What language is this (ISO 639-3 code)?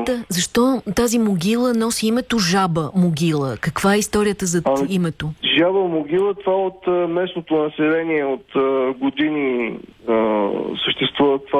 bul